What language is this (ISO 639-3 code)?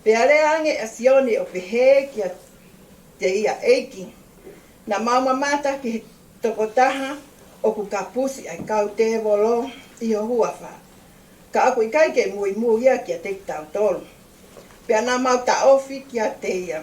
ton